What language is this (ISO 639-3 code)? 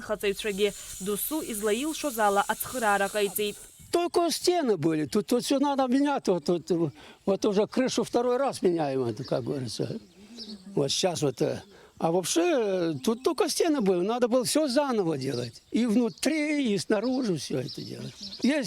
abk